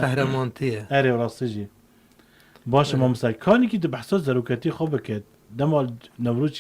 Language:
Kurdish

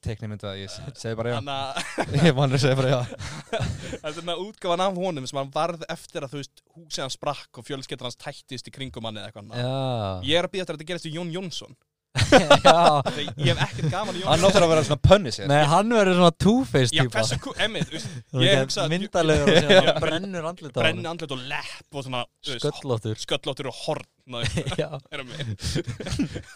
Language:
Icelandic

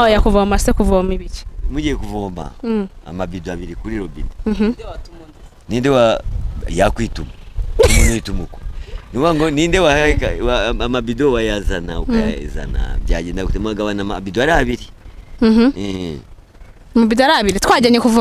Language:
Kinyarwanda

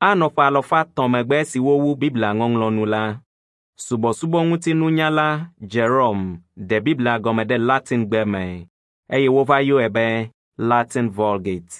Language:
Ewe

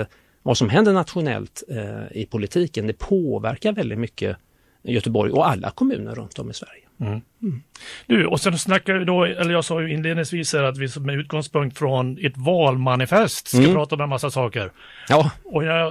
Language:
Swedish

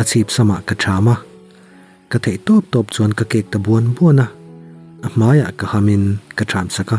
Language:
Mizo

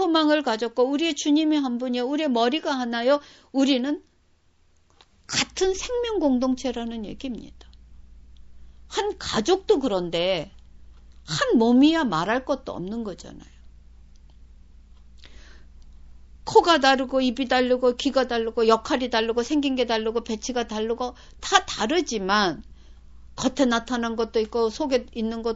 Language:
Korean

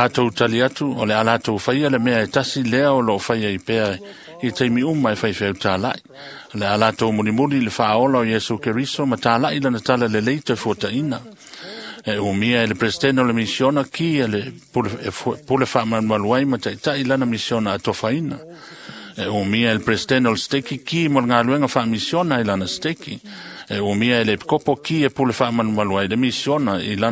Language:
Samoan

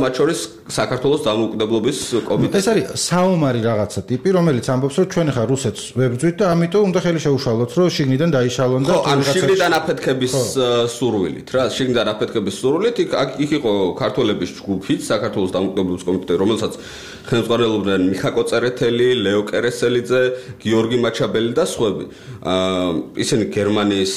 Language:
Georgian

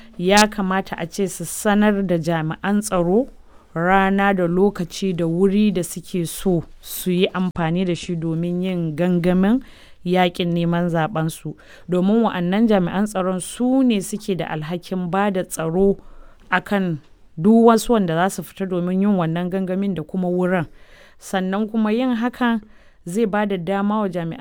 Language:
Hausa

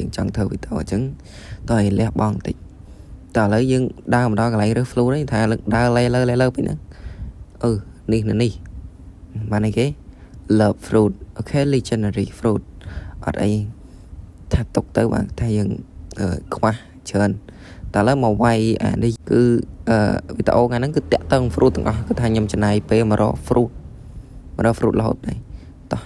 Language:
Khmer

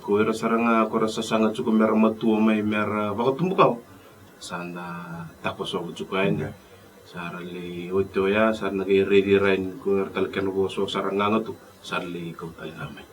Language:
Fijian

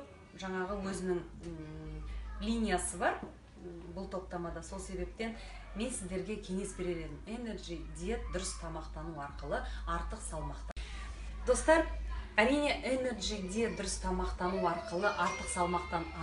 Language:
Kazakh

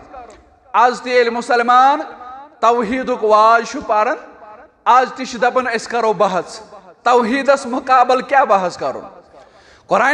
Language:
Kashmiri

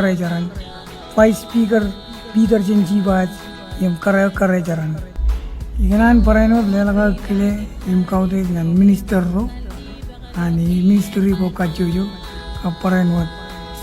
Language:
Marshallese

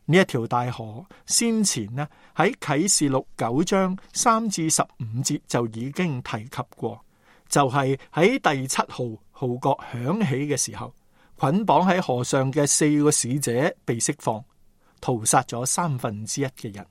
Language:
Cantonese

